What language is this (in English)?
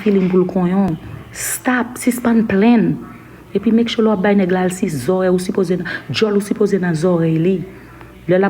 Haitian Creole